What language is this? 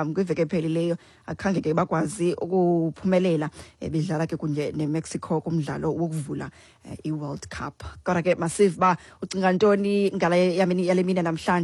Xhosa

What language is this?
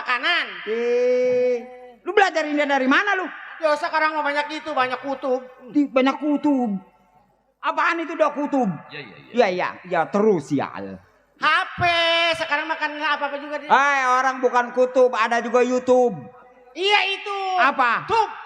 Betawi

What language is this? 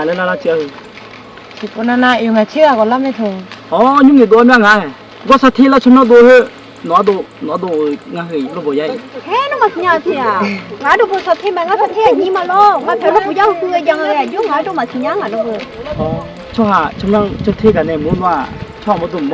Akha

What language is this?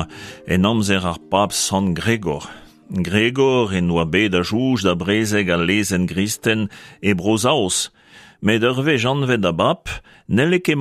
Breton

